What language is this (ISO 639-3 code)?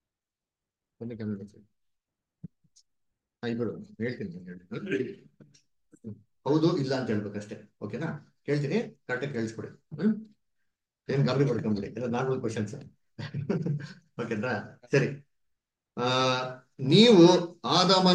kan